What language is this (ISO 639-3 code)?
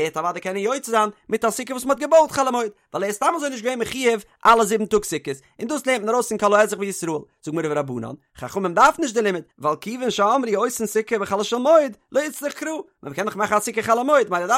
yid